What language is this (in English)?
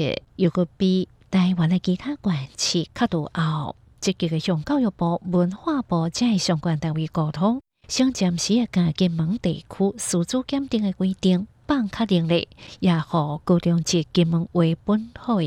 Hakka Chinese